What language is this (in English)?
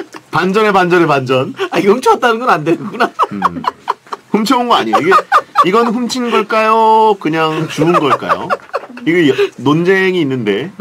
Korean